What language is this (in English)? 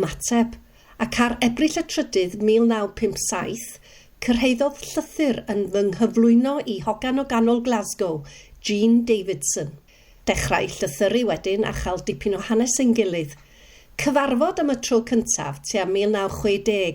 Welsh